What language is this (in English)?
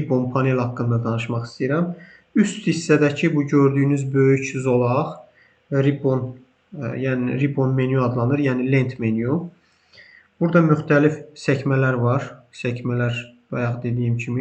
Azerbaijani